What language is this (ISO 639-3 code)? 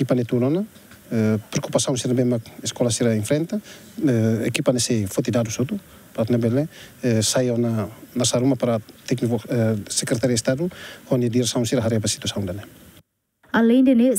tet